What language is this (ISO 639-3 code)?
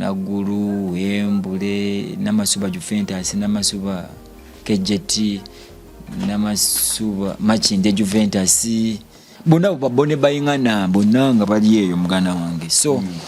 lug